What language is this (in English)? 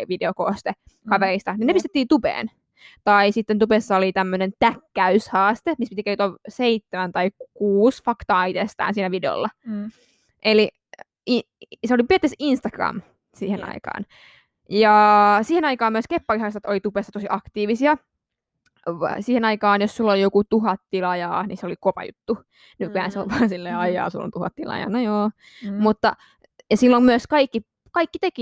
Finnish